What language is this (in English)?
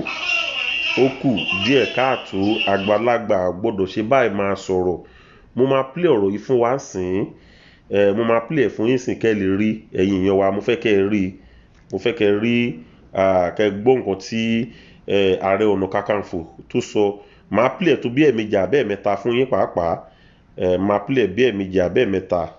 Yoruba